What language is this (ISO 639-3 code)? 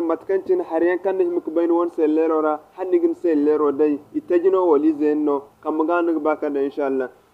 dje